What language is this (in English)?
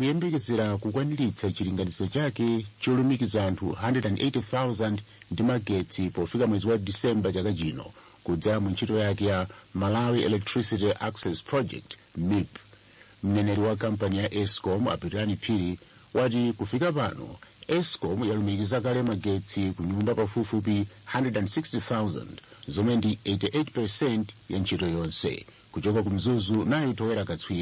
Nyanja